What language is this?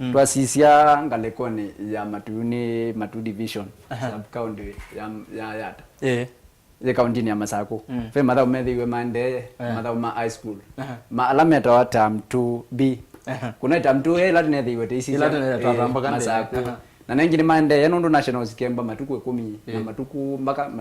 Kamba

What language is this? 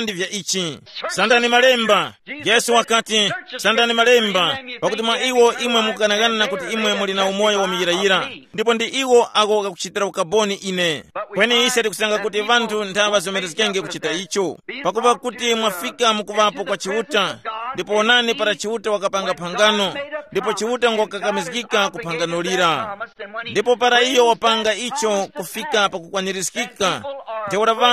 Tumbuka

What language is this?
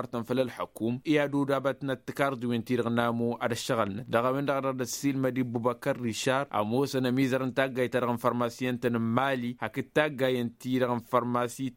Tamasheq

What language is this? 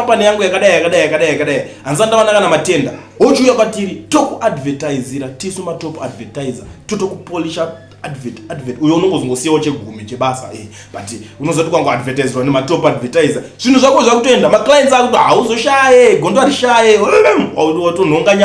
Shona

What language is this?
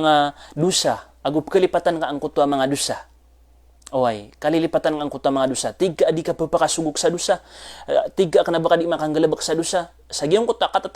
Maranao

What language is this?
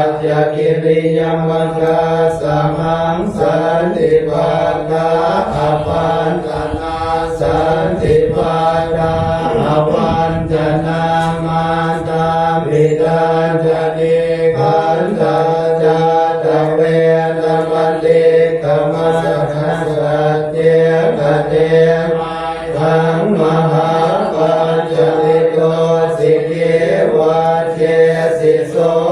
Pali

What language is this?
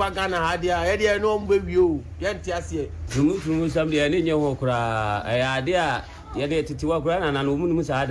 Akan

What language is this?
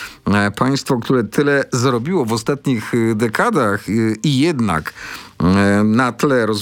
Polish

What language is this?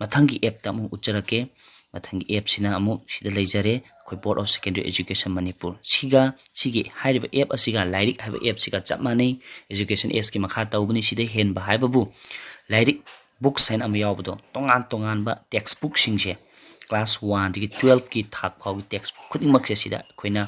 Manipuri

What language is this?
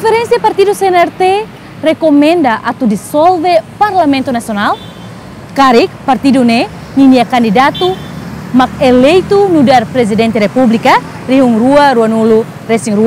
Tetum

